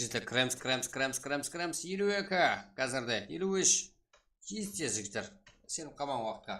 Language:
Kara-Kalpak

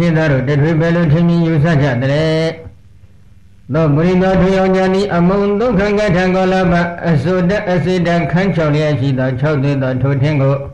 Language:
Burmese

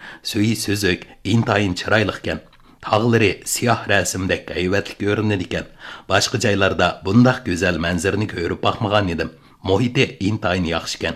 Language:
Uyghur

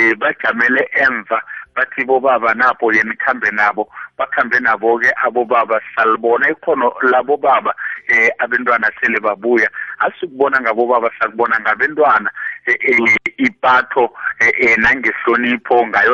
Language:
South Ndebele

